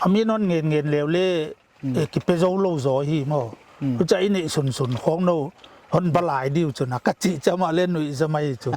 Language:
Paite Chin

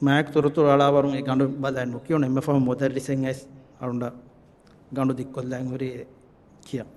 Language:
Divehi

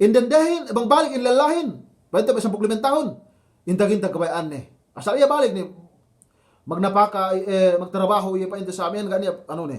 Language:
Yakan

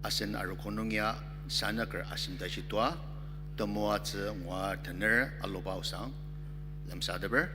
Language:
Ao Naga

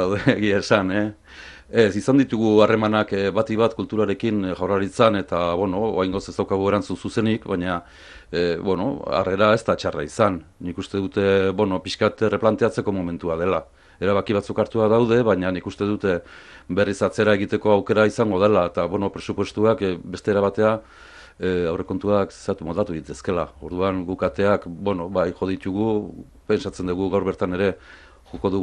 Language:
Basque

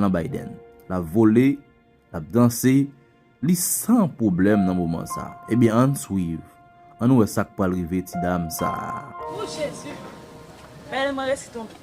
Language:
Haitian Creole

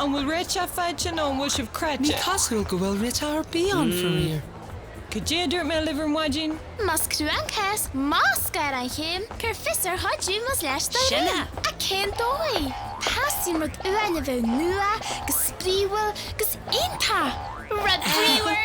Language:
Irish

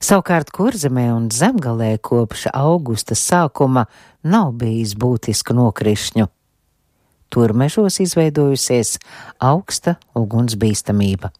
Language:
Latvian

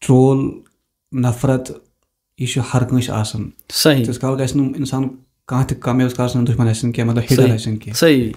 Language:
Kashmiri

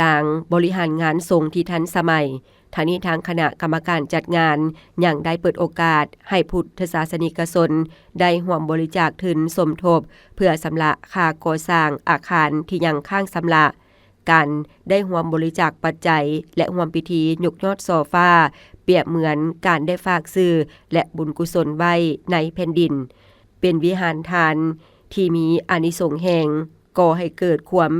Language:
Lao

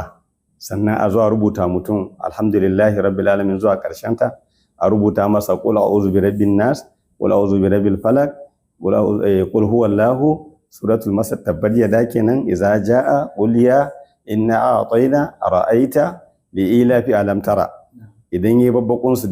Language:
Hausa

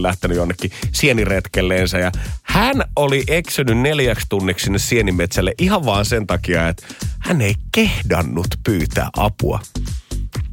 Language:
Finnish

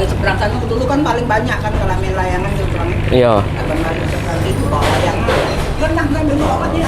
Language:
Musi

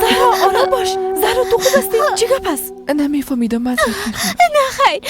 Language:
Persian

